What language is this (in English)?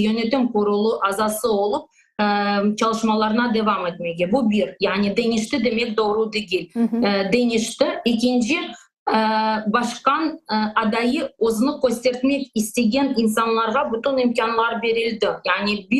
Crimean Tatar